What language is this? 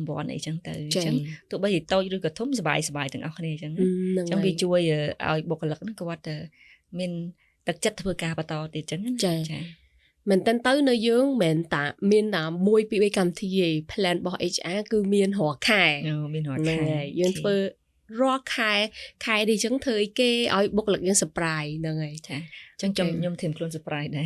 Khmer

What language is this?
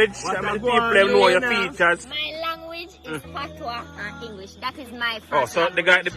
Jamaican Creole English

